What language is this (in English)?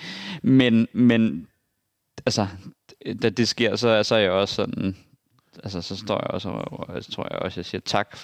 Danish